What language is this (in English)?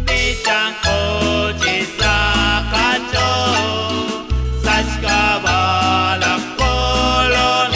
Kekchí